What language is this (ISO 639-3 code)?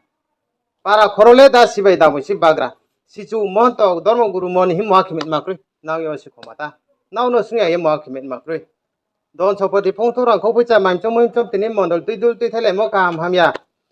ria